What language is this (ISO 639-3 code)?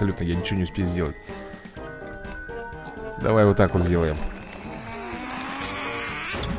rus